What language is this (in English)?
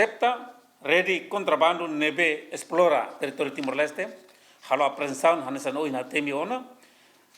Tetum